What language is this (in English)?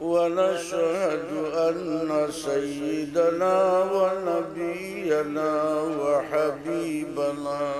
Sylheti